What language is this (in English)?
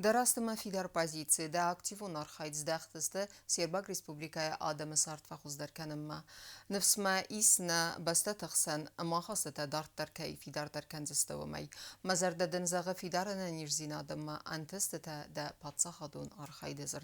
Ossetic